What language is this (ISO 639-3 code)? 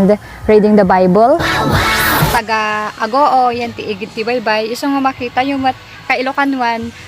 ilo